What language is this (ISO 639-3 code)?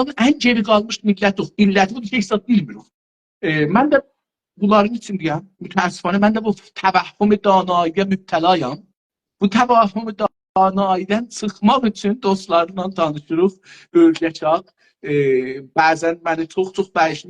azb